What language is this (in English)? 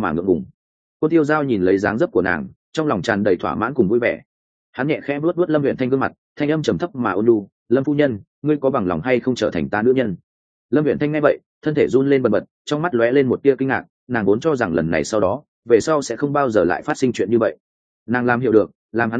Vietnamese